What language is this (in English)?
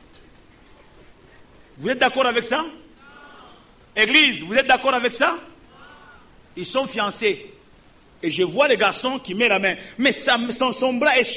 French